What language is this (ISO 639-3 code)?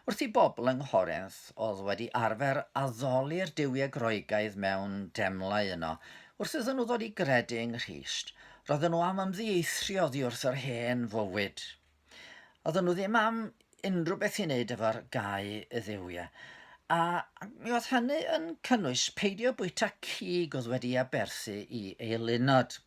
cym